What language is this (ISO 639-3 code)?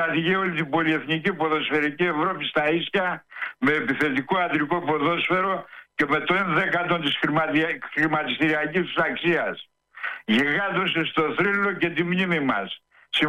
ell